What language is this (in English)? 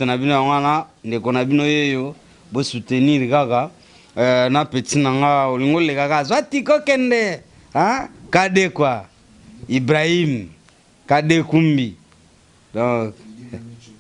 Lingala